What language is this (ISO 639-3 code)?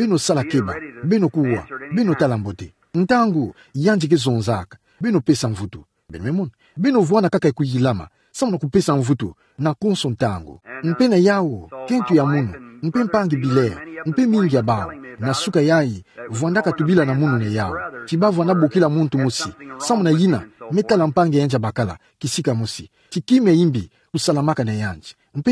ktu